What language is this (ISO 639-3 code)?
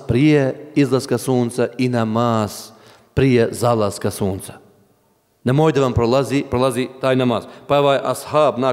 bos